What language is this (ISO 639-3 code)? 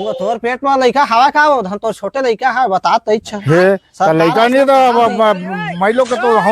hne